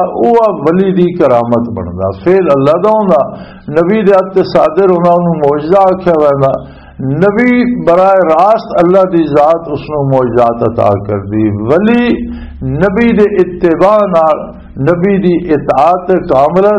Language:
Western Panjabi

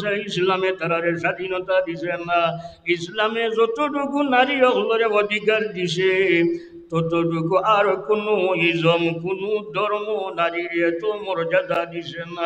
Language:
Sylheti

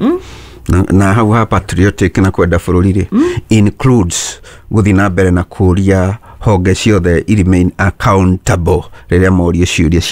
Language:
Kikuyu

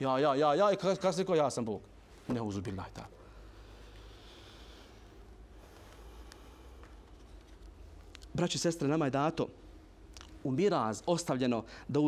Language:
Bosnian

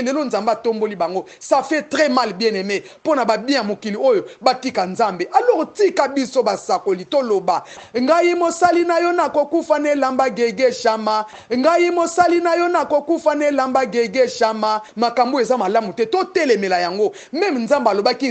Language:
Lingala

